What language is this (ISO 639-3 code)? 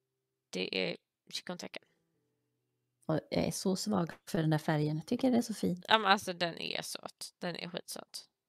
swe